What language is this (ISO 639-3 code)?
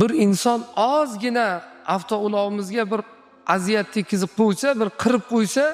uzb